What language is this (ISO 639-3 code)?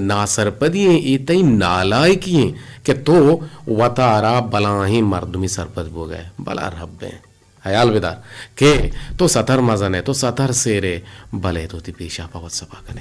bgp